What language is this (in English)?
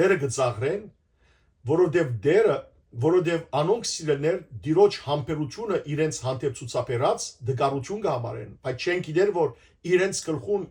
Western Armenian